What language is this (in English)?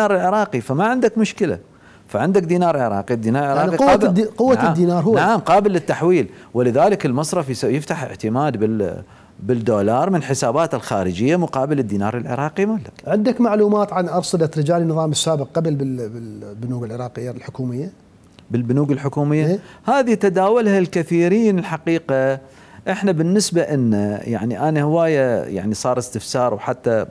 Mesopotamian Arabic